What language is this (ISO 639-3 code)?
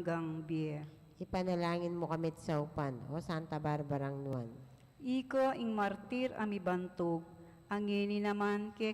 pam